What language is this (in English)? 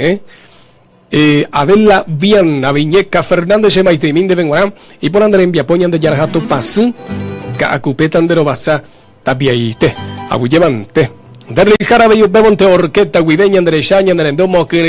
Guarani